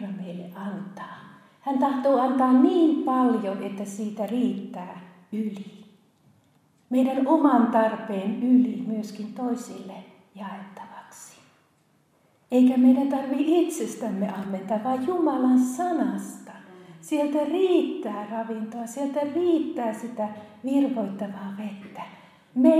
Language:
Finnish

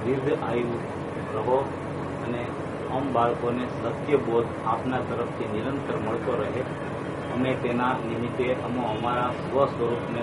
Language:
Gujarati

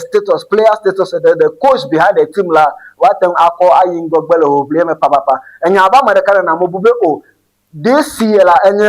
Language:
Ewe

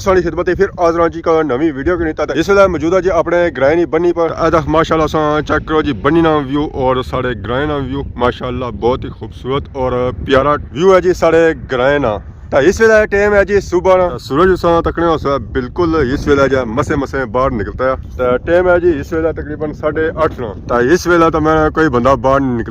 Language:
Pahari-Potwari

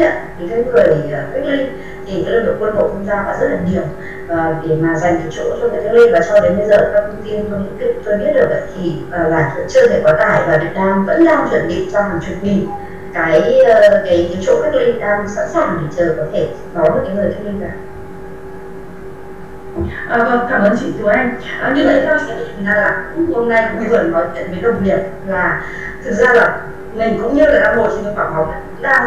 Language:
Vietnamese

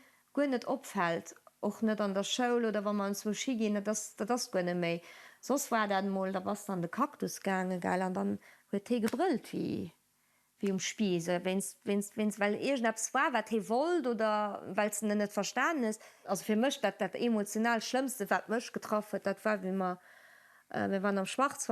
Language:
Luxembourgish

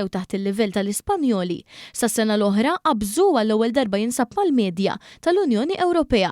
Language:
Maltese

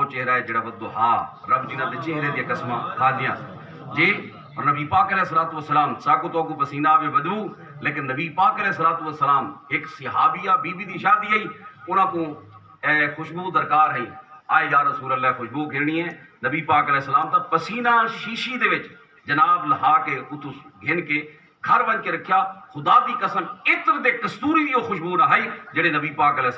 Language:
Saraiki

